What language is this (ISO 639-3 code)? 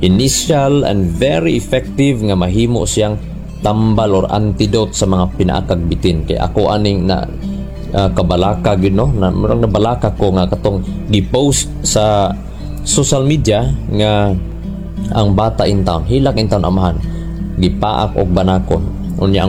ceb